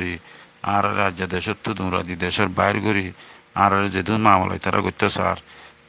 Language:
Rohingya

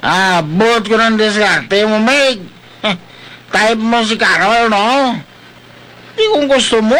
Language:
Hiligaynon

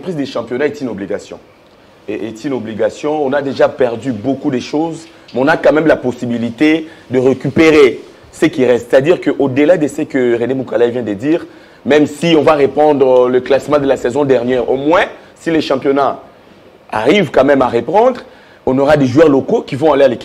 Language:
French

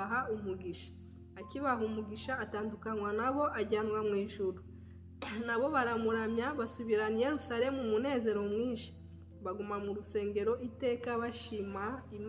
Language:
Kinyarwanda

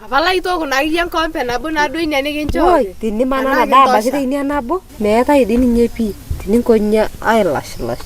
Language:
Masai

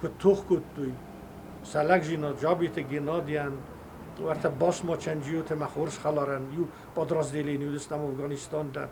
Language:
Ossetic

